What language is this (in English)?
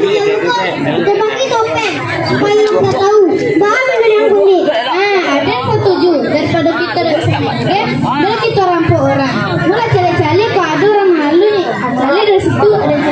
Minangkabau